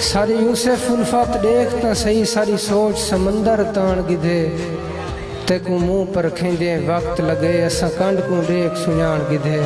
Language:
Saraiki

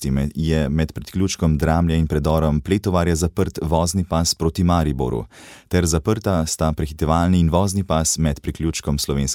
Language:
Slovenian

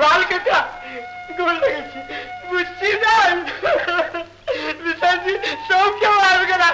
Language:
Maithili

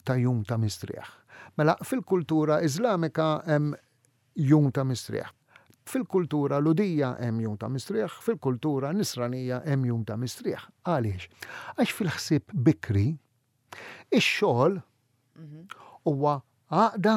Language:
Maltese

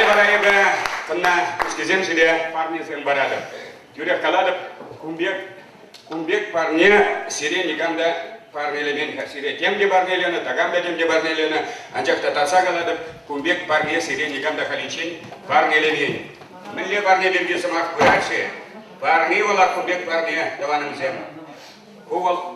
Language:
Chuvash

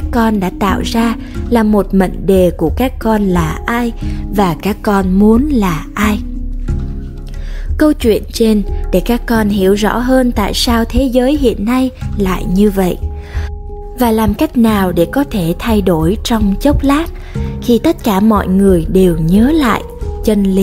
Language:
Vietnamese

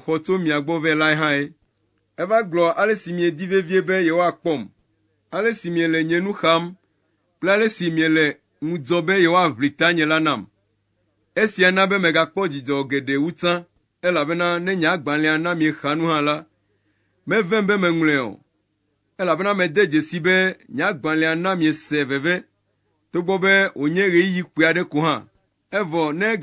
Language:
Ewe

